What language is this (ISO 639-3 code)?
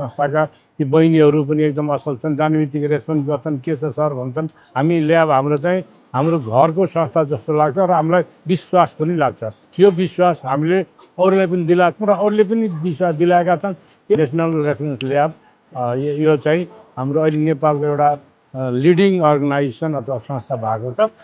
nep